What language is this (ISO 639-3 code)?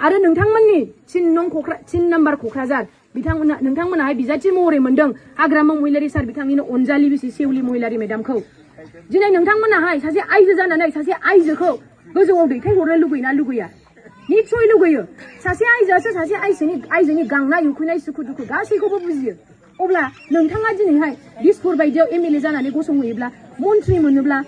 brx